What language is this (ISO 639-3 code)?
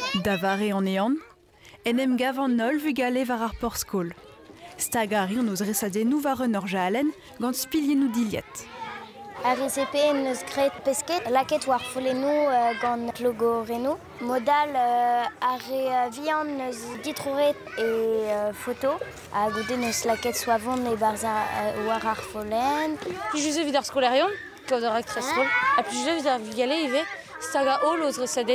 bre